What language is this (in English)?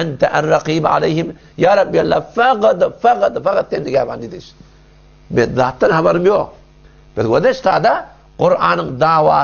Turkmen